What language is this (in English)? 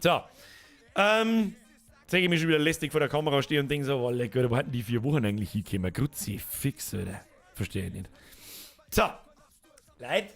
Bavarian